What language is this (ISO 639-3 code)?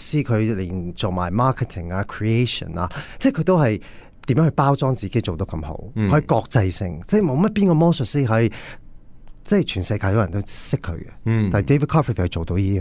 yue